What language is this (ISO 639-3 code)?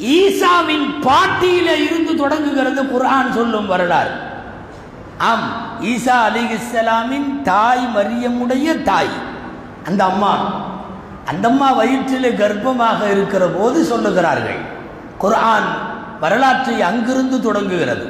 tam